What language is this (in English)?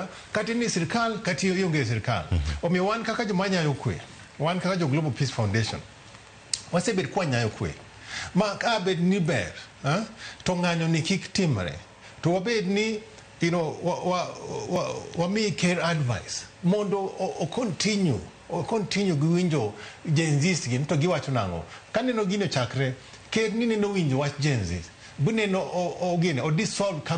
Luo (Kenya and Tanzania)